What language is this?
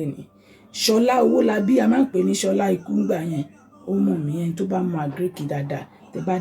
Yoruba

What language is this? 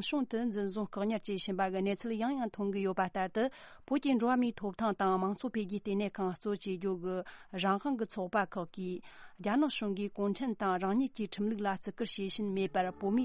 Tibetan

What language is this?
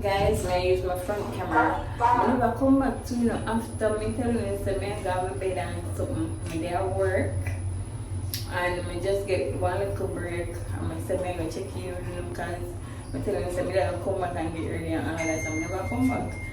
Jamaican Creole English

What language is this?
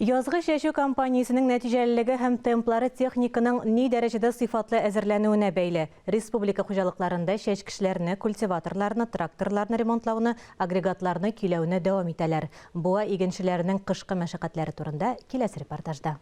Tatar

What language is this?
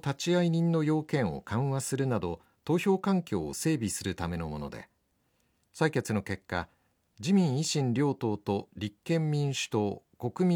Japanese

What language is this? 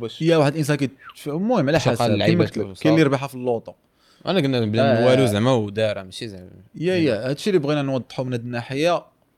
Moroccan Arabic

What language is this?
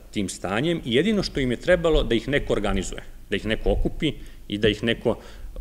Serbian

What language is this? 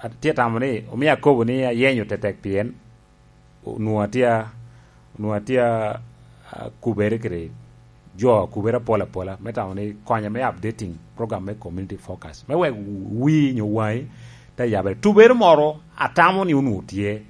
Lango (Uganda)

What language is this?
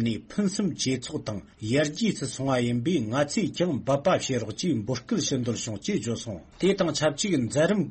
Tibetan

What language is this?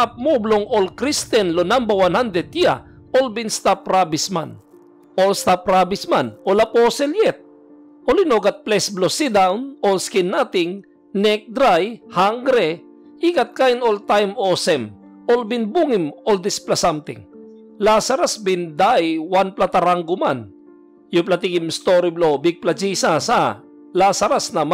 Tok Pisin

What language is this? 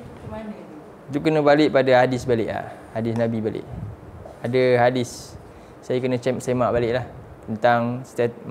Malay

